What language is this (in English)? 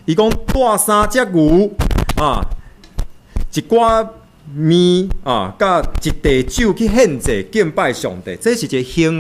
Min Nan Chinese